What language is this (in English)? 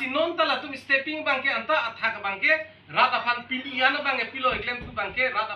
Karbi